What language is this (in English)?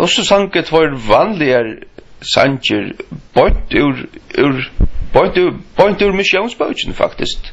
Faroese